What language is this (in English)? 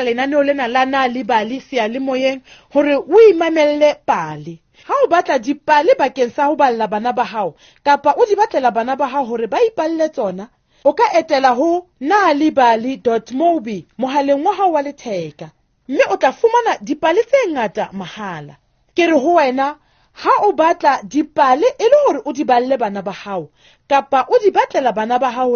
Southern Sotho